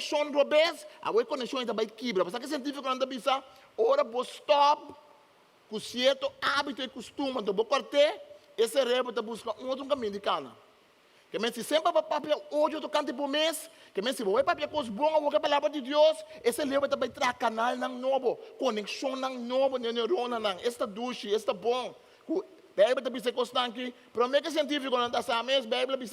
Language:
Papiamento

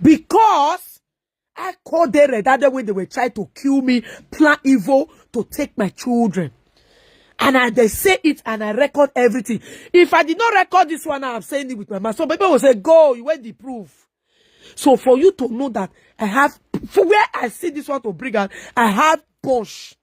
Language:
Nigerian Pidgin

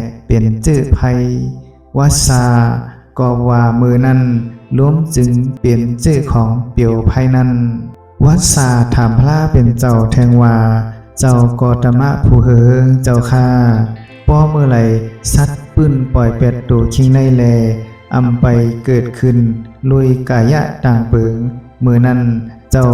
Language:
Shan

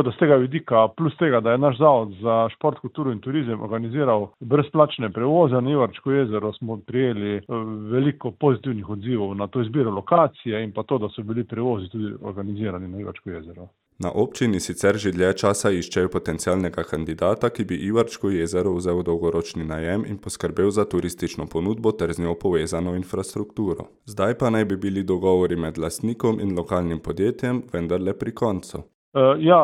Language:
Slovenian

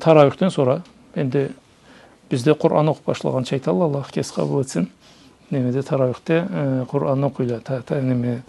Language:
Karachay-Balkar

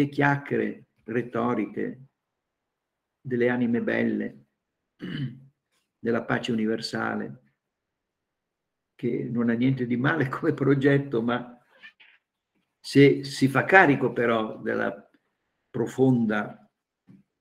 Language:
Italian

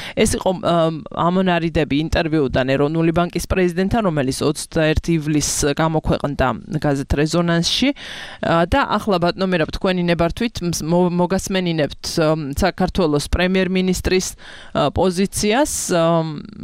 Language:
Georgian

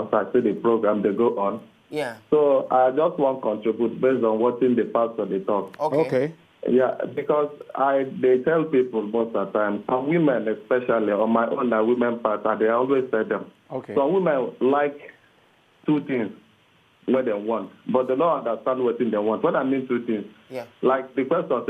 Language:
Nigerian Pidgin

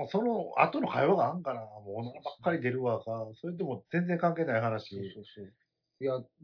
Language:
Japanese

